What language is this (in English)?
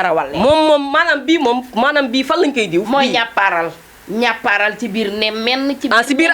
Wolof